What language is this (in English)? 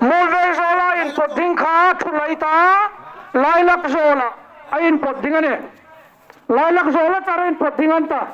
Hmar